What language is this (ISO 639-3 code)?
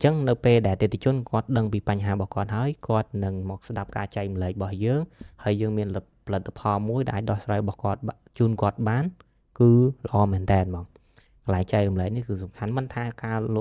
khm